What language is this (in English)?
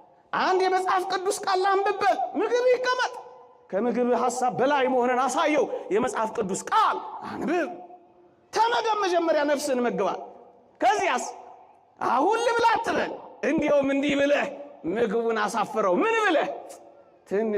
Amharic